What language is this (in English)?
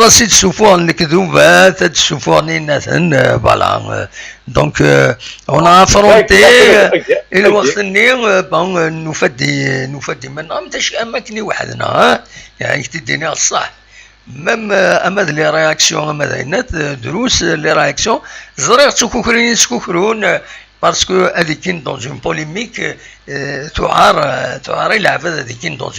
Kabyle